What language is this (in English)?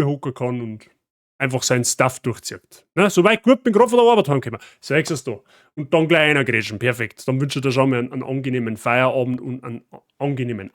Bavarian